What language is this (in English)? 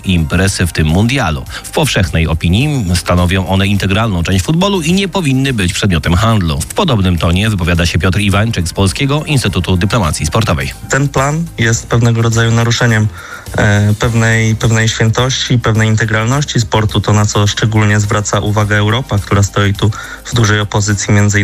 Polish